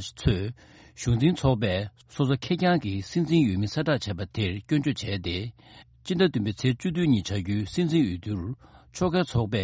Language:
Tibetan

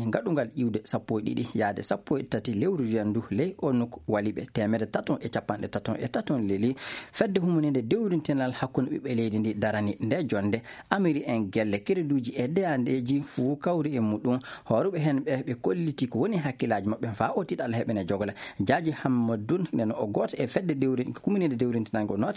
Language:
Fula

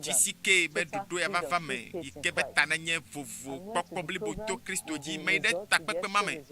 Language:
Ewe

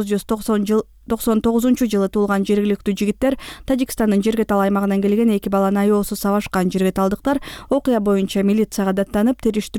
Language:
Kyrgyz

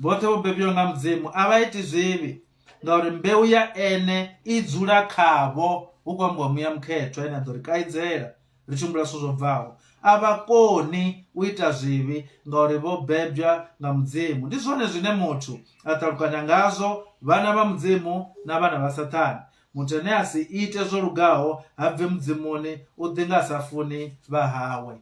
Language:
Venda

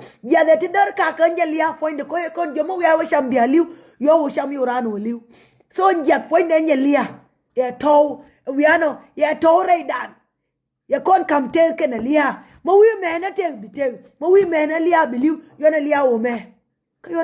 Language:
Nuer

